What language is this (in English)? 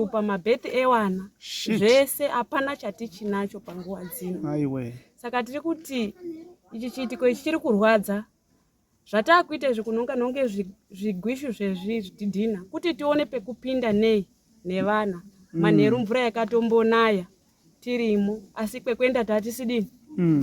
Shona